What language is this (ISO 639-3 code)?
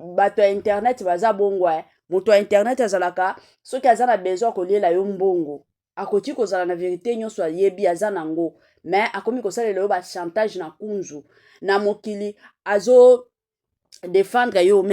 lin